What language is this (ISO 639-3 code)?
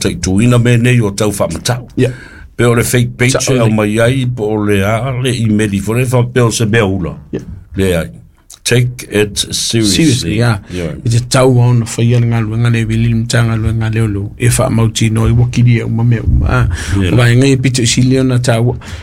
smo